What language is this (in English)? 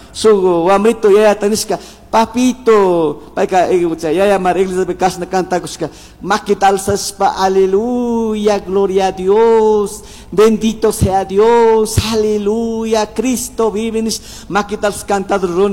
Chimborazo Highland Quichua